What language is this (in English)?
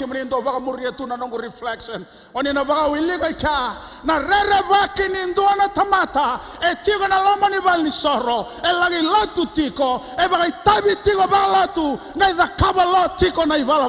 Fijian